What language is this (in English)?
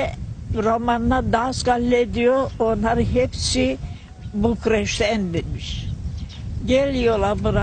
Gagauz